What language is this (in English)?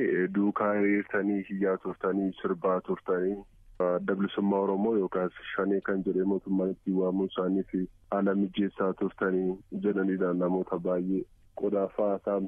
Oromo